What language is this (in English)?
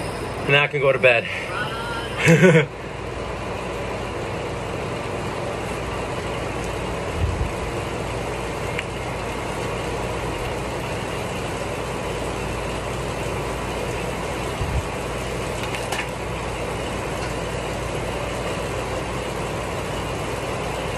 English